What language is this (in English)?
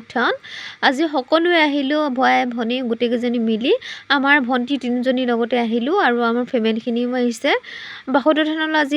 Assamese